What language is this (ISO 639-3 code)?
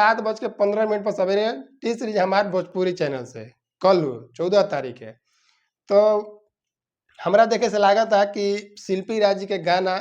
bho